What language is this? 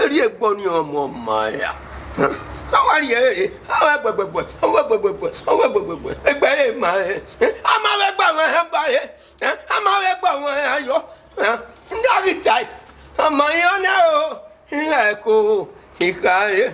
Bini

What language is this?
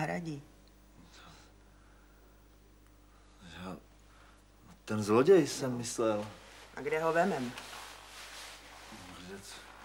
Czech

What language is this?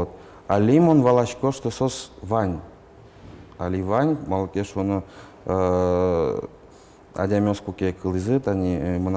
Udmurt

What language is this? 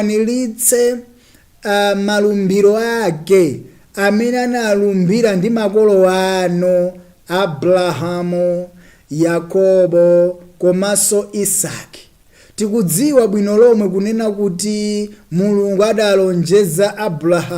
Nyanja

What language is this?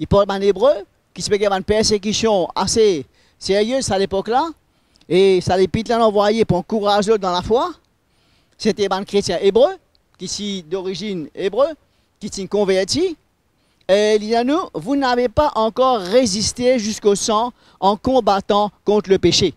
Morisyen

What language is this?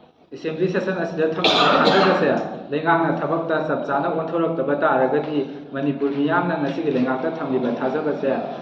Manipuri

